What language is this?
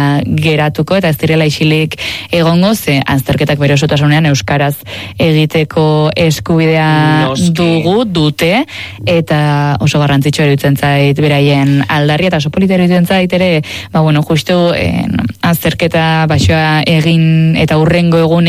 Basque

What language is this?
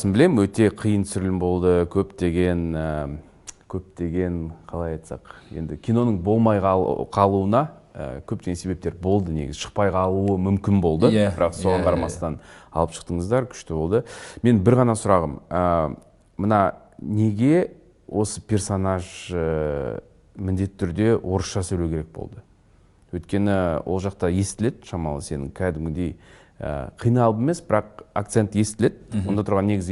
Kazakh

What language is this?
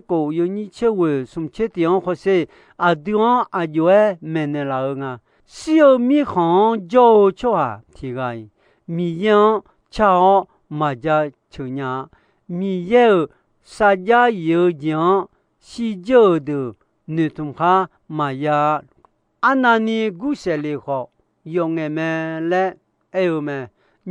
Akha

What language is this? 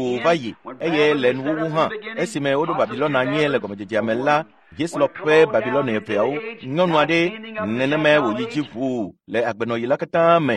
Ewe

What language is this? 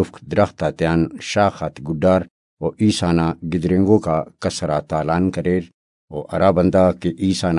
Brahui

